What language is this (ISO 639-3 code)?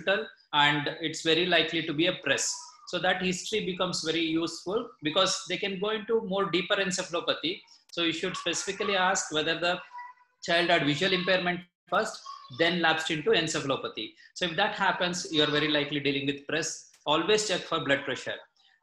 eng